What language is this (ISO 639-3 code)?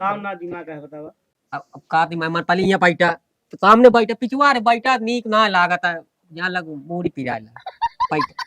awa